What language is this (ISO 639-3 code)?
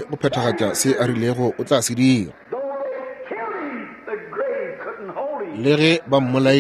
nso